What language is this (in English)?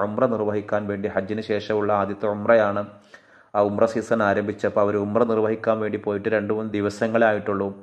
Malayalam